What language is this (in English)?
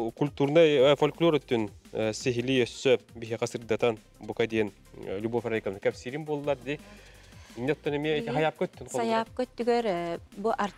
Yakut